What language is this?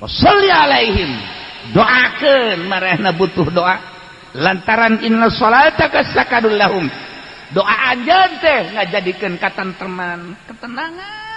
Sundanese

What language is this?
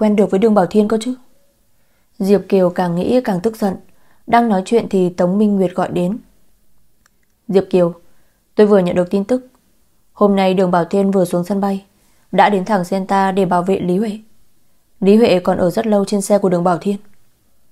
Vietnamese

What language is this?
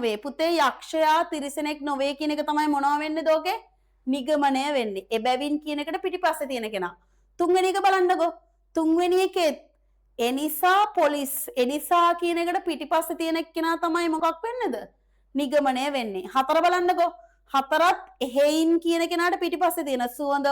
Sinhala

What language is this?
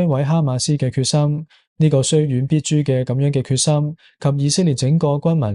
Cantonese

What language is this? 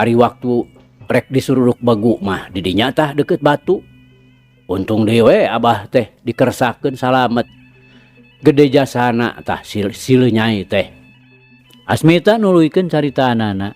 Sundanese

